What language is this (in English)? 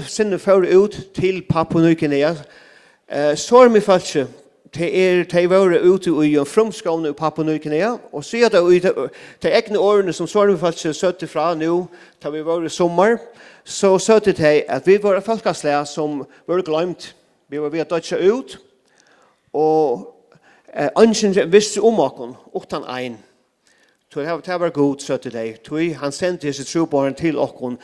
Faroese